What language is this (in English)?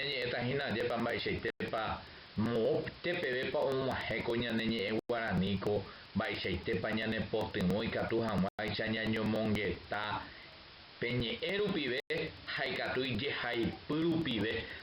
Guarani